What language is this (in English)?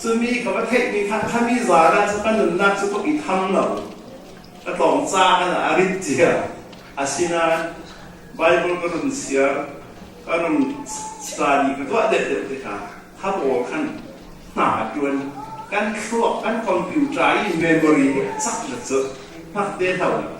Falam Chin